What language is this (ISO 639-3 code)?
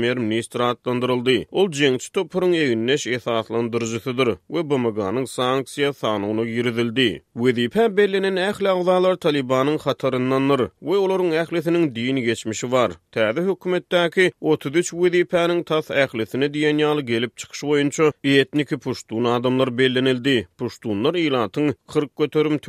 tuk